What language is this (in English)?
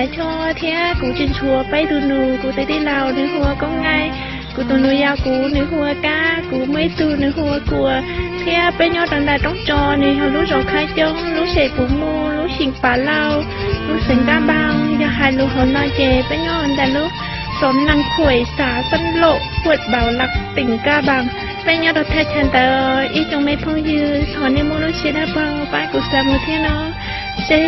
Hmong